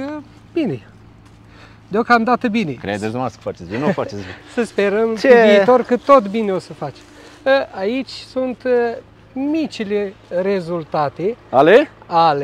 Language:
Romanian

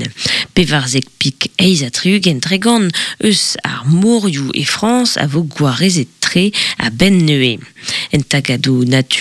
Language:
Breton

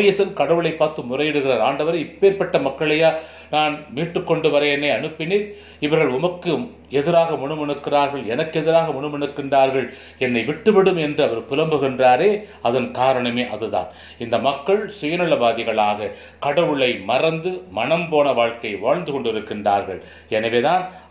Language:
Tamil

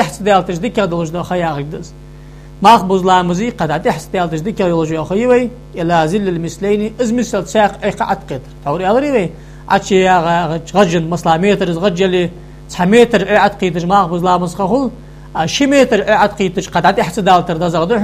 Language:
Ingush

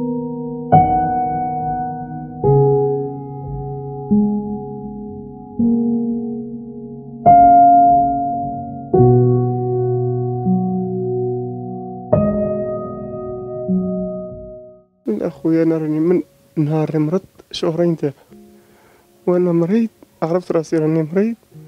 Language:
Moroccan Arabic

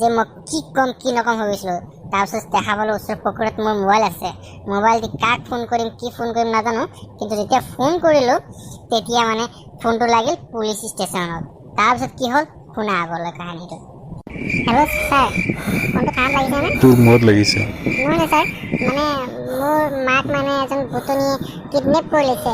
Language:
Assamese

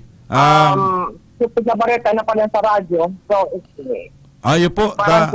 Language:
Bikol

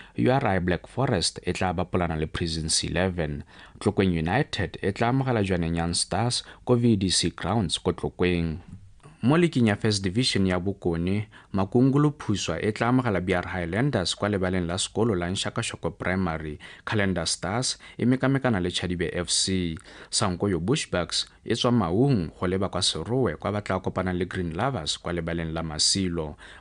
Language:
Tswana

